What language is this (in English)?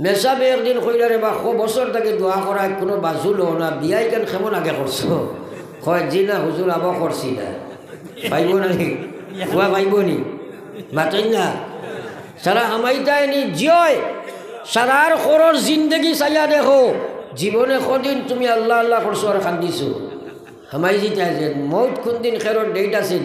Sylheti